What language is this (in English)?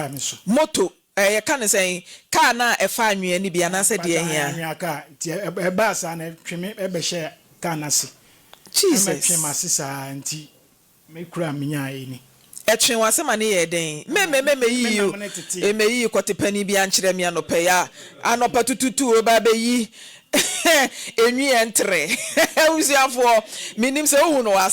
Akan